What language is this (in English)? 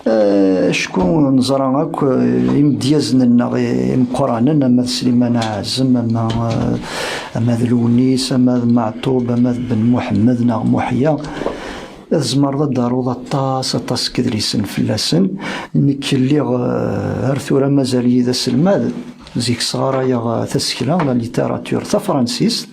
Kabyle